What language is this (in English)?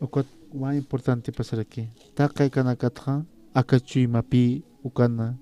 Aymara